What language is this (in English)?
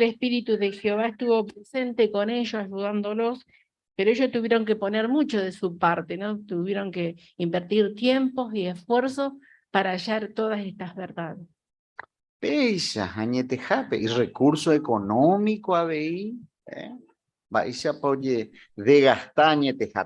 Guarani